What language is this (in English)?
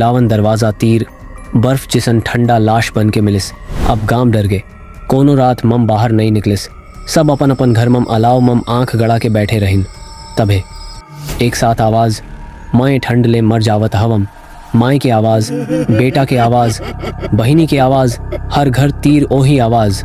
Chhattisgarhi